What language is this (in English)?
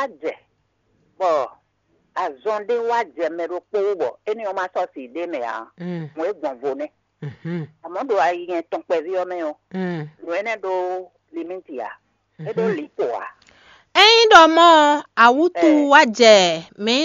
Fon